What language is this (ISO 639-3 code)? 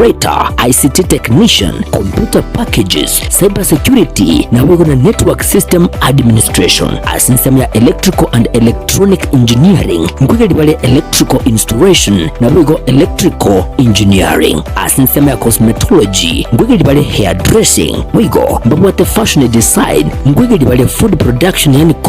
guz